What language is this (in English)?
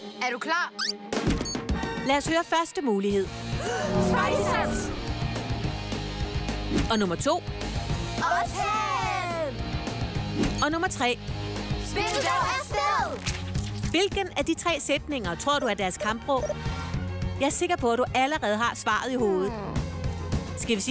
Danish